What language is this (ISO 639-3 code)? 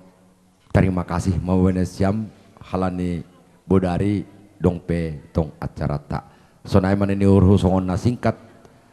bts